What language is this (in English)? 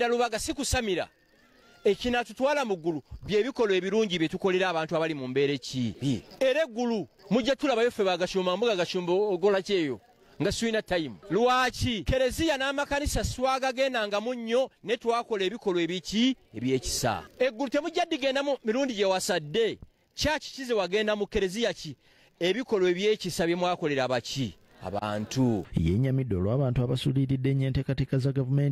Ganda